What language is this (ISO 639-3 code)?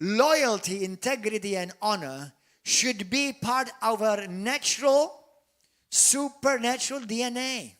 eng